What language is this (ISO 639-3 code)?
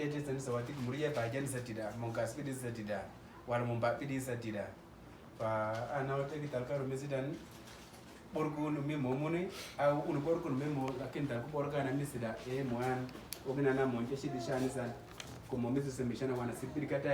udu